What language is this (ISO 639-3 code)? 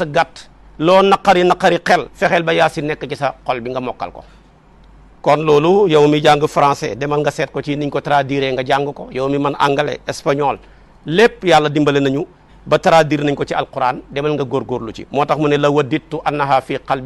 wol